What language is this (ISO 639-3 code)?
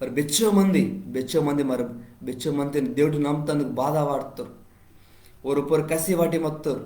kff